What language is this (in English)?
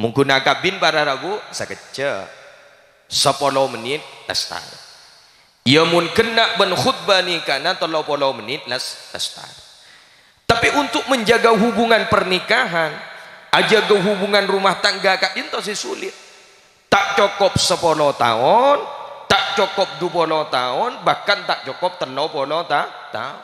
Madurese